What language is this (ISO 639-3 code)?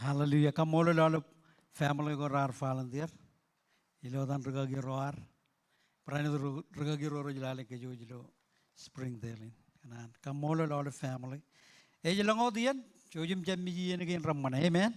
mah